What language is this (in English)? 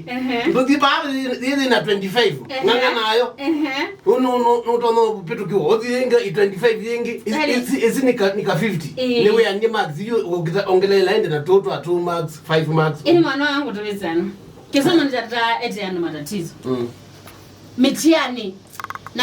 Kamba